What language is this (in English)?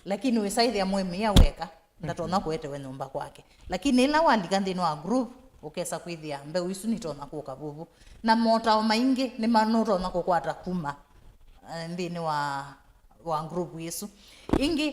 Kamba